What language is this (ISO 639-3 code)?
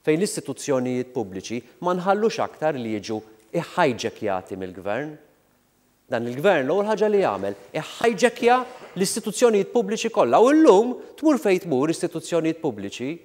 mlt